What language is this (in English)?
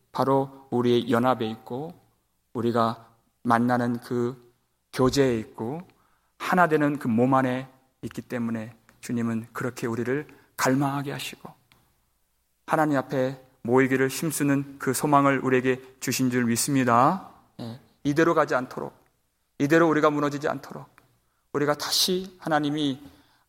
Korean